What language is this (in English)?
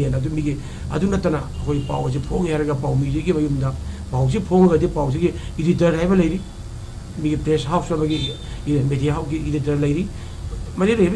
Manipuri